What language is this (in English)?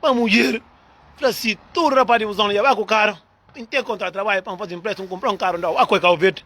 Kabuverdianu